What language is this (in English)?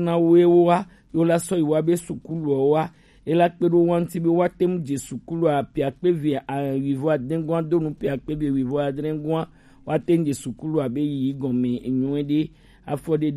Gen